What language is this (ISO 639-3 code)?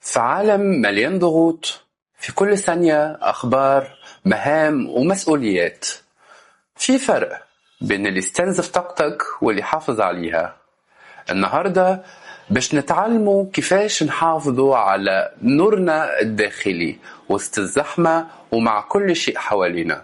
arz